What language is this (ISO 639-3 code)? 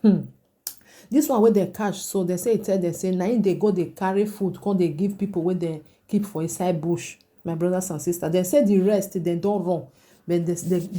pcm